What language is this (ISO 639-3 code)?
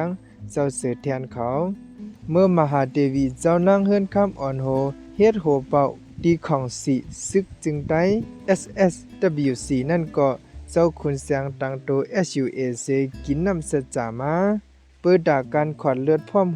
shn